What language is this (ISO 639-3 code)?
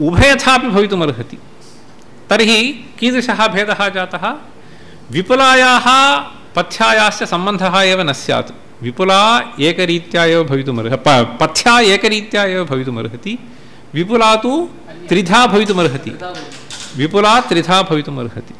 san